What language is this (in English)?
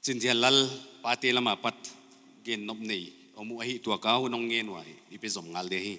Paite Chin